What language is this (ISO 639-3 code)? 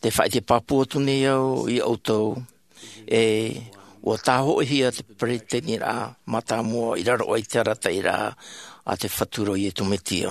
tah